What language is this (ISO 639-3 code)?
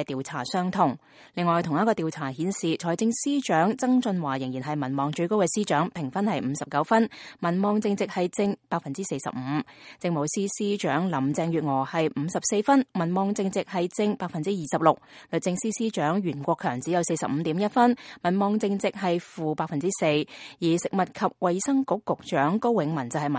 yue